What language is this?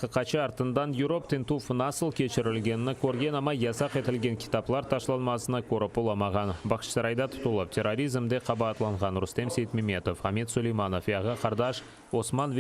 Crimean Tatar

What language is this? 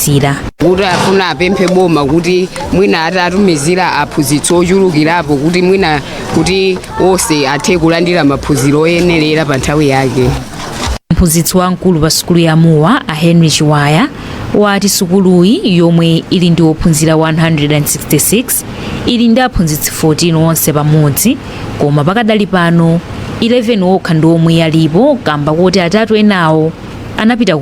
Nyanja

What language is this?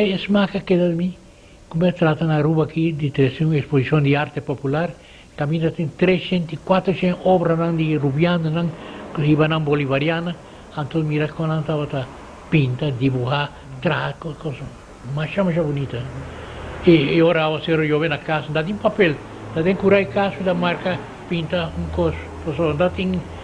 Papiamento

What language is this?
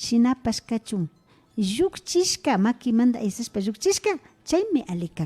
Imbabura Highland Quichua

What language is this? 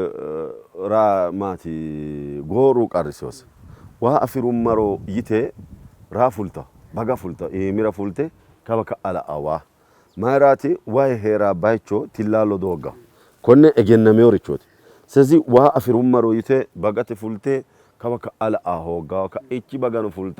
Sidamo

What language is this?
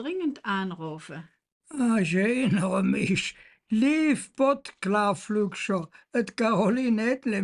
Colognian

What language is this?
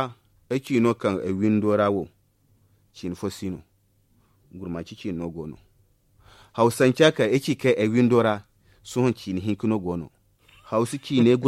Zarma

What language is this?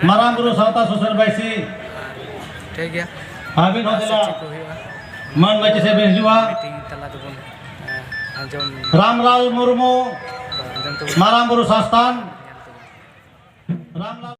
Santali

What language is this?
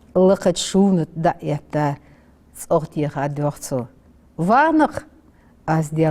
Ingush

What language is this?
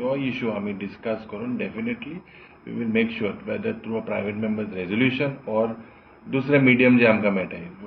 Konkani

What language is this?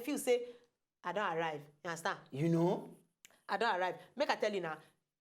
Nigerian Pidgin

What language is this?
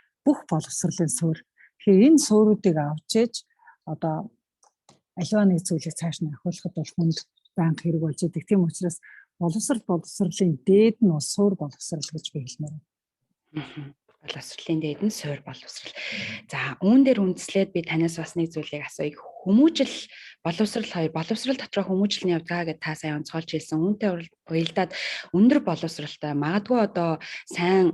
Mongolian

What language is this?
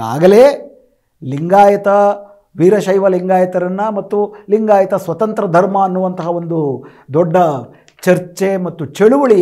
Kannada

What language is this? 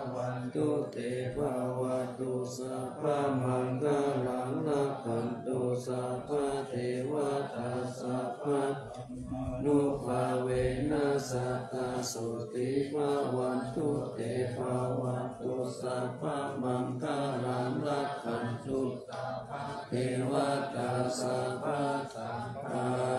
Pali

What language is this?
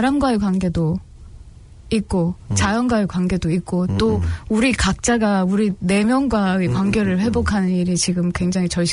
Korean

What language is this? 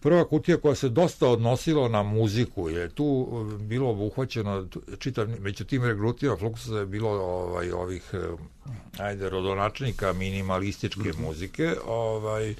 Serbian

